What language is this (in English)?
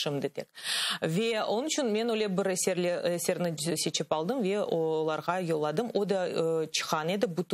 Crimean Tatar